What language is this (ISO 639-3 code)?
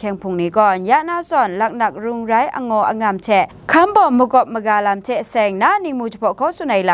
kac